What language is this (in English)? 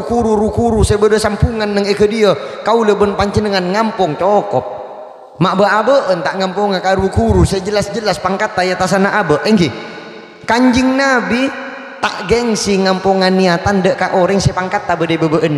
Madurese